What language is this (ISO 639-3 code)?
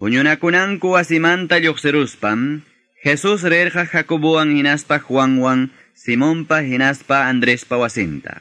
que